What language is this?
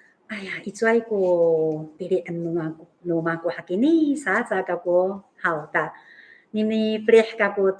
Amis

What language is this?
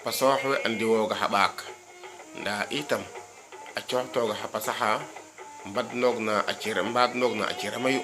Serer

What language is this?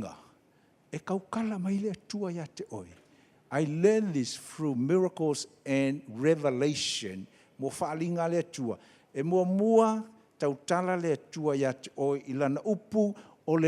Samoan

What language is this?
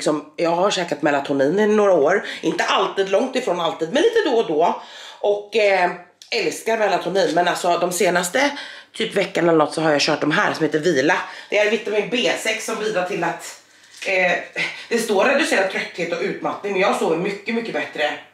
Swedish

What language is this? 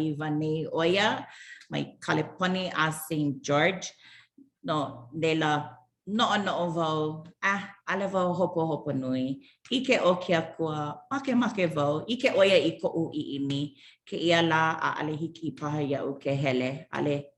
Hawaiian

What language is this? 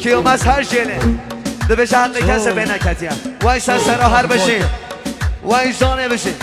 Kurdish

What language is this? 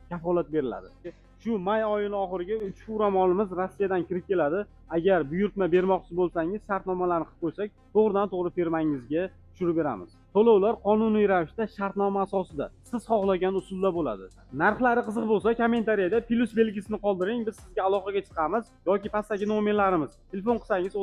Uzbek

